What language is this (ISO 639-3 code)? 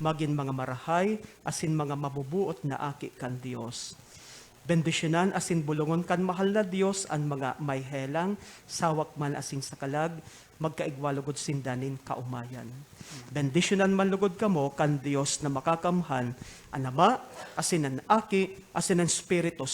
bik